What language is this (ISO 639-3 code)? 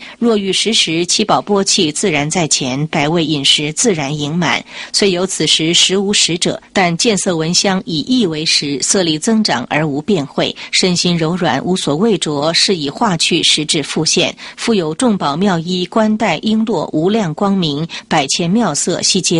zho